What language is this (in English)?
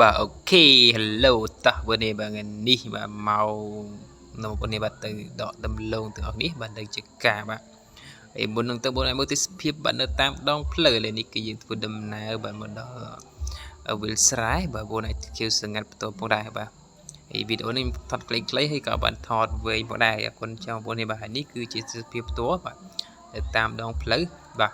Khmer